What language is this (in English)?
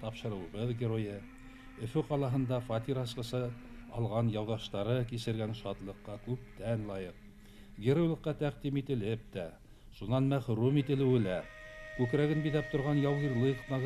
Bashkir